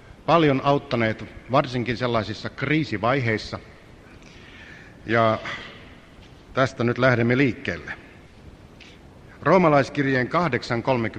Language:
Finnish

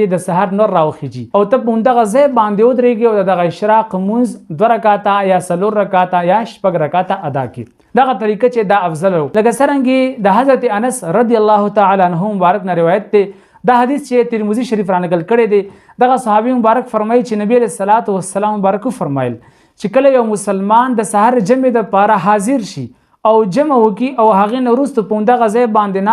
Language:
Pashto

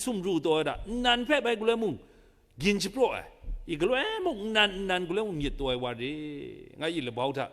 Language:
Kachin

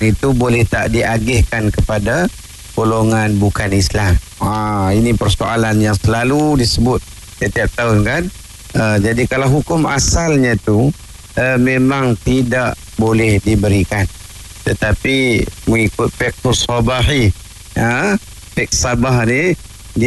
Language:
Malay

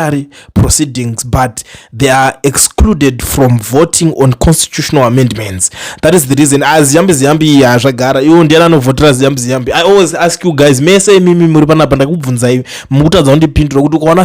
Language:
Shona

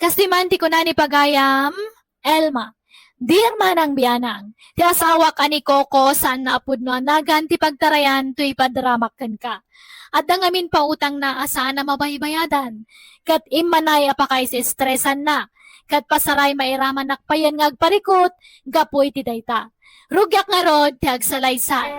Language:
Iloko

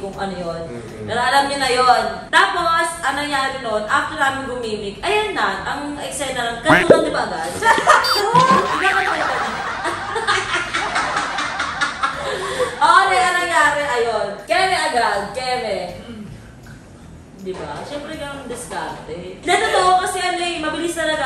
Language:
Filipino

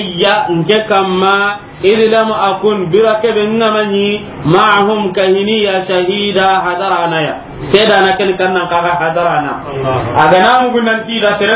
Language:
Soninke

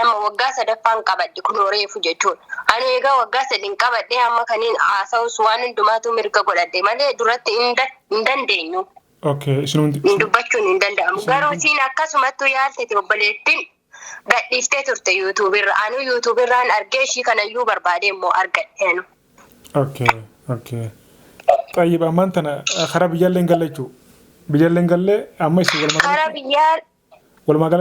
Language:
Oromo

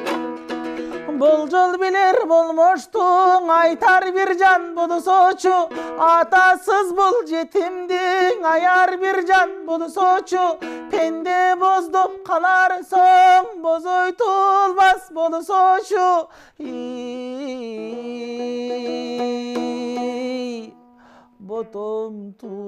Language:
Kyrgyz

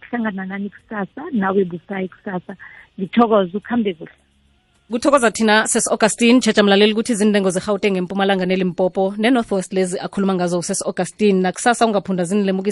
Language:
South Ndebele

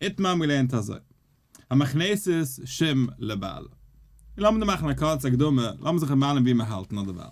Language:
Yiddish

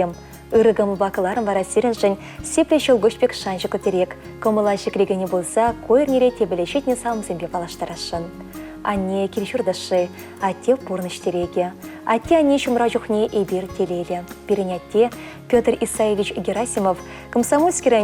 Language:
Chuvash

